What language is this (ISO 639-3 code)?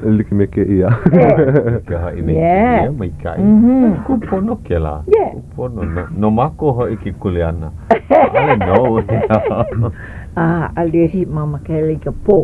haw